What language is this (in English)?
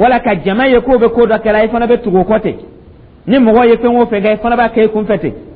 Dyula